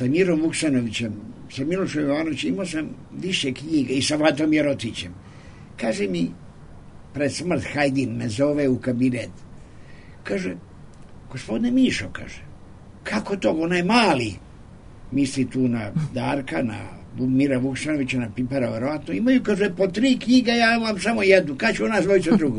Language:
Serbian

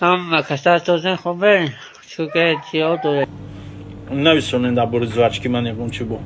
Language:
Tajik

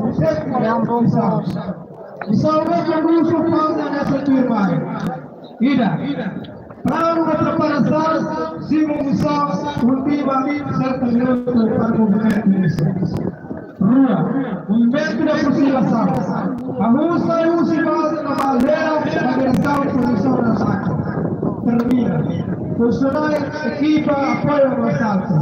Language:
Tetum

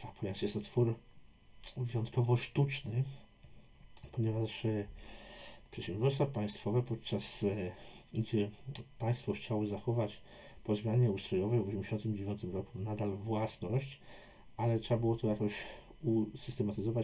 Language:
Polish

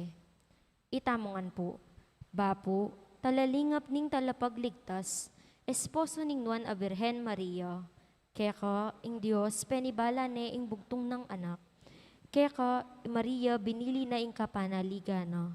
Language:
Pampanga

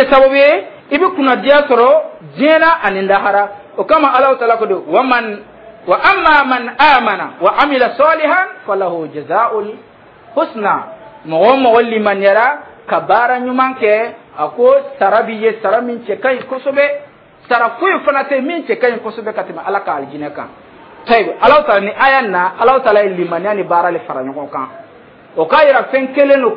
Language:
Dyula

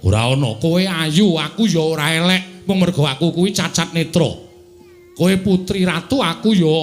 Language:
Javanese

